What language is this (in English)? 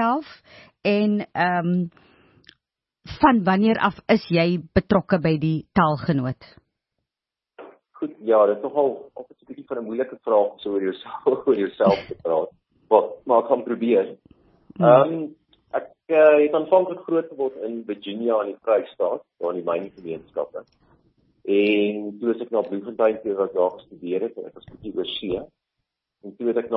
Afrikaans